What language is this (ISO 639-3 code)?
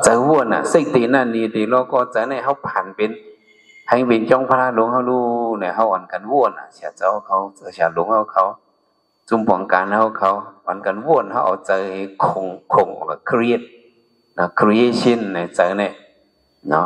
shn